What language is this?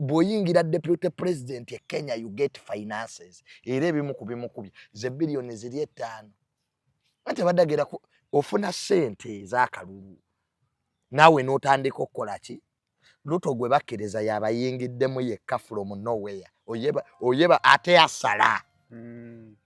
Ganda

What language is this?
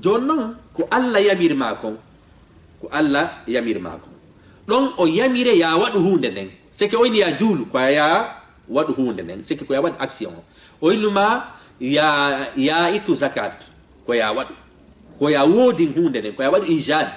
Fula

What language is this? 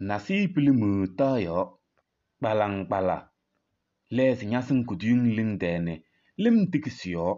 Kabiyè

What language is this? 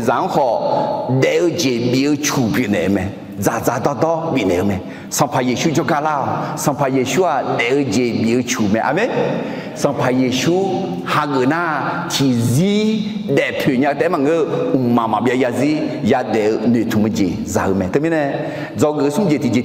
Akha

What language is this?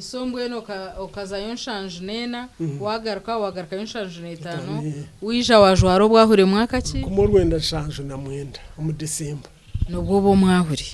Nyankole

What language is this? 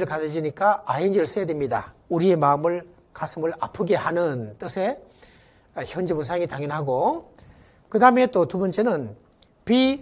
Korean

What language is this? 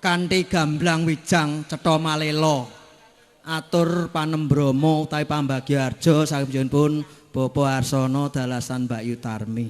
Javanese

